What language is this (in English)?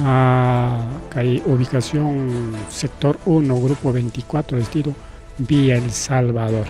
Ayacucho Quechua